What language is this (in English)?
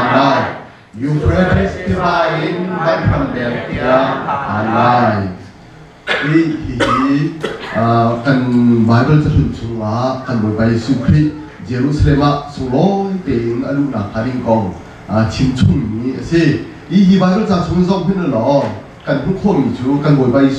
Hakha Chin